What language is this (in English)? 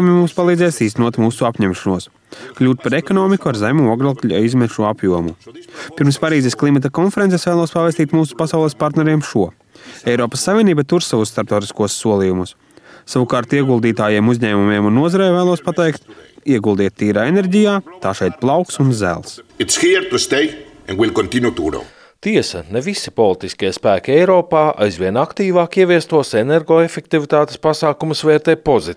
Latvian